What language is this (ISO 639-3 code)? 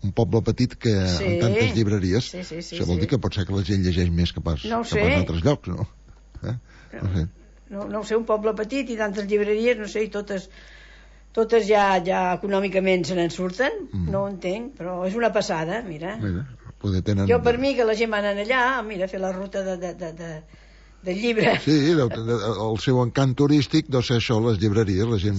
cat